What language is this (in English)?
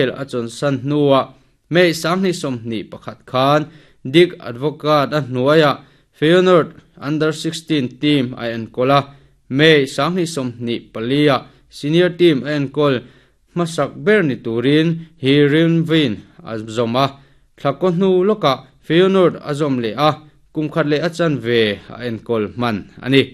Mizo